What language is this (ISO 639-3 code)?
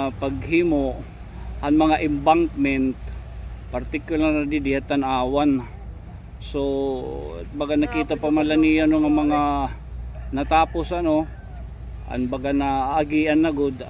war